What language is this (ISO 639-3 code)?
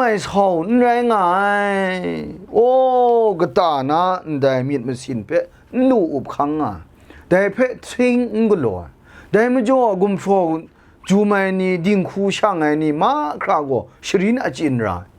kac